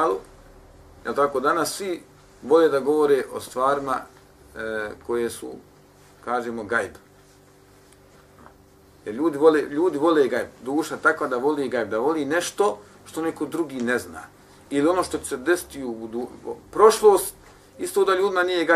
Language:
Bosnian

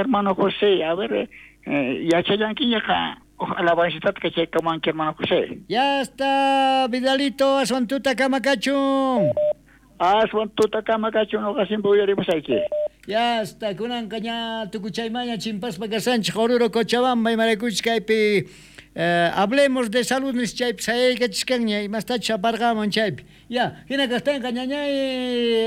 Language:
South Bolivian Quechua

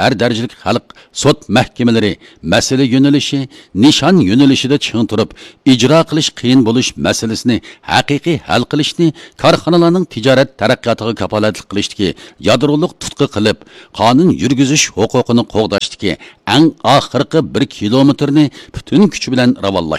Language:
Uyghur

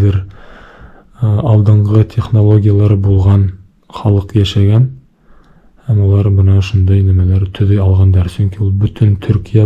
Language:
Bashkir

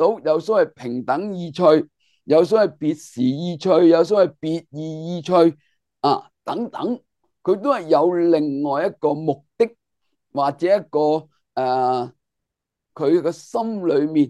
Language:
Cantonese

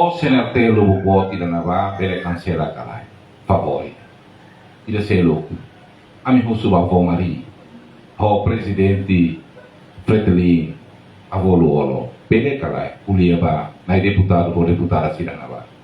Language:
Tetum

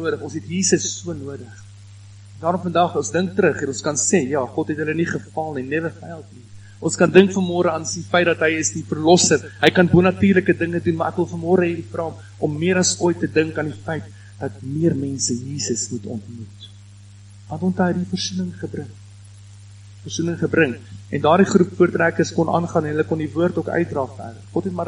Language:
Afrikaans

